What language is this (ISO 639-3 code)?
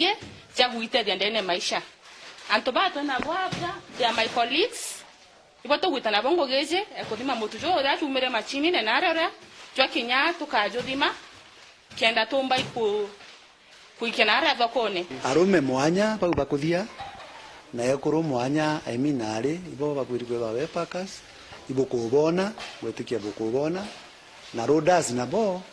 mer